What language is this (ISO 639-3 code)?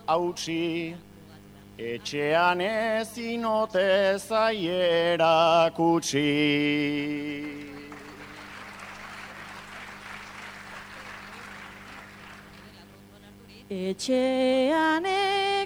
eus